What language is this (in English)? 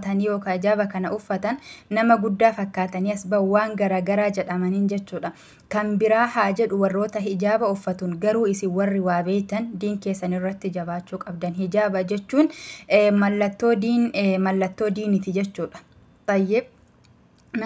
Oromo